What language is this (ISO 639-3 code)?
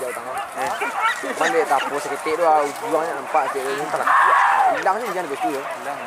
min